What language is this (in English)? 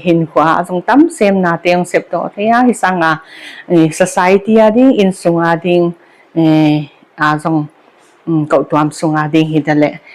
Paite Chin